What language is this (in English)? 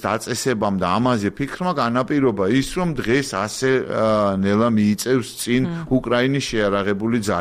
Georgian